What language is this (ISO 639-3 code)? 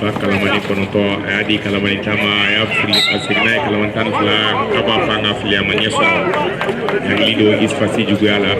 bam